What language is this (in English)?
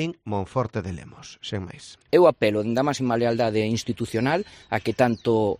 Galician